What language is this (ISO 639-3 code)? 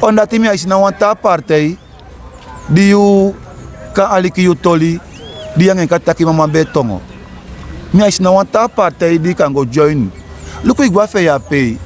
srn